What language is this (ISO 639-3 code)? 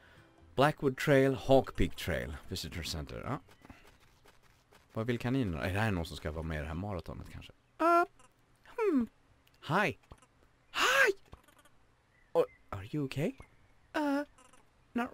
swe